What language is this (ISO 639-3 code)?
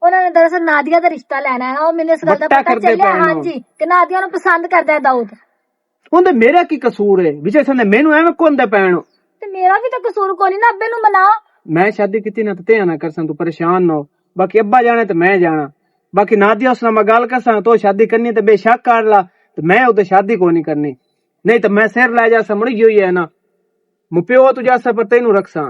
lah